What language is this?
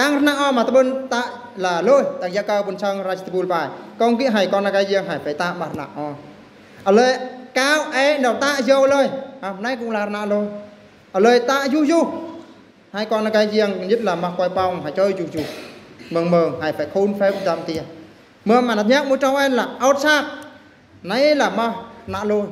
Eastern Bru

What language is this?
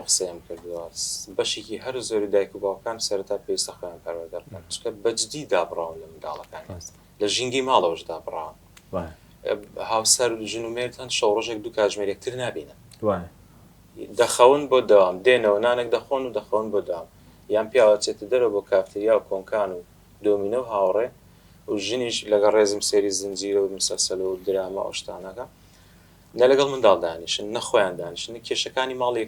Central Kurdish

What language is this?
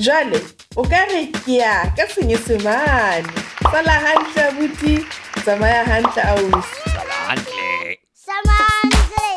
Southern Sotho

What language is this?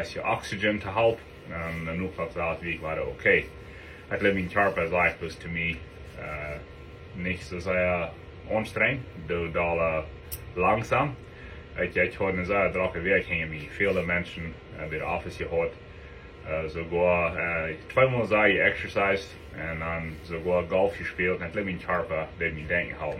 Plautdietsch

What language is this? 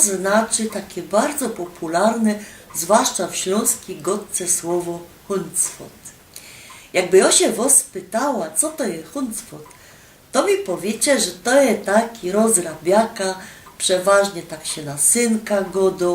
Silesian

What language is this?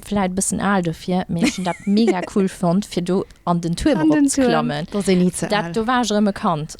Luxembourgish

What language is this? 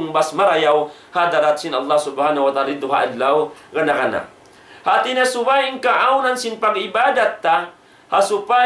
Tausug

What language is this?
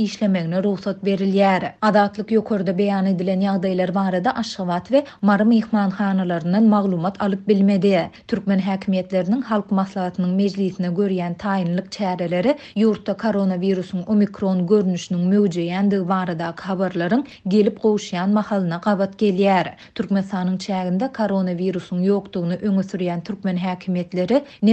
Turkmen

